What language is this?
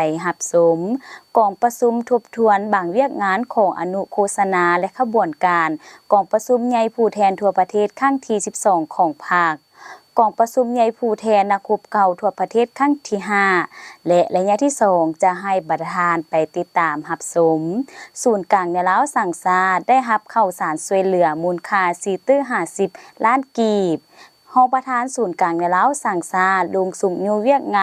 Lao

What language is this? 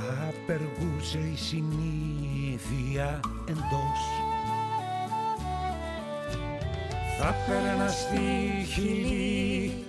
Greek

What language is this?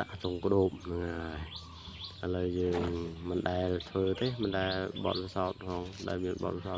Khmer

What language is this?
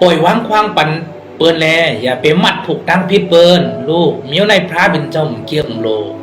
Shan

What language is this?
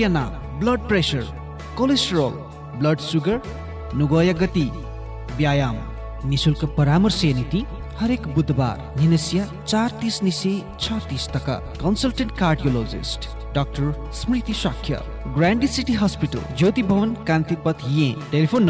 Newari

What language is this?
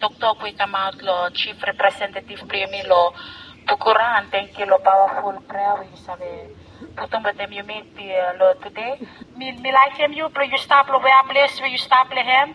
Bislama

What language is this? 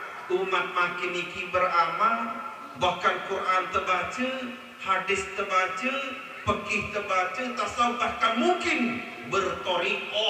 Sasak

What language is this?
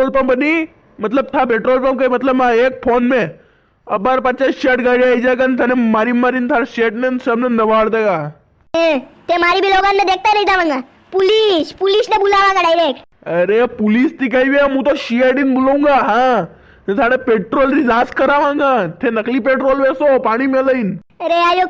Rajasthani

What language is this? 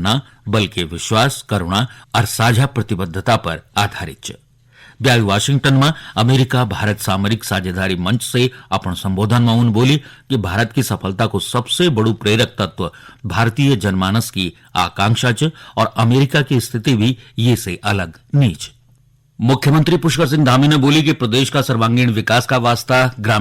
Garhwali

